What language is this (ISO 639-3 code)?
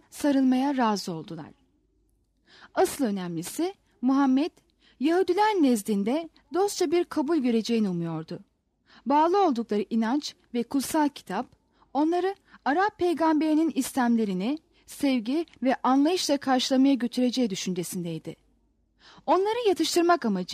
tur